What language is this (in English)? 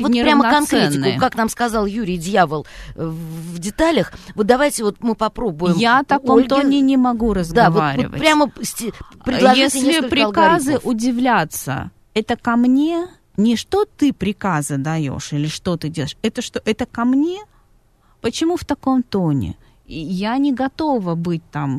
Russian